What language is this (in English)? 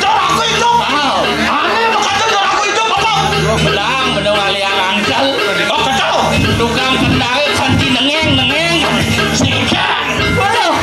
Balinese